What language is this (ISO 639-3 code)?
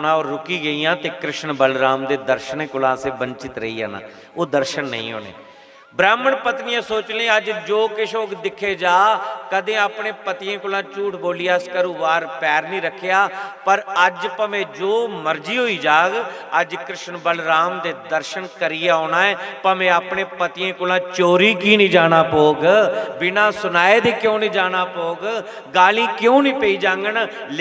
doi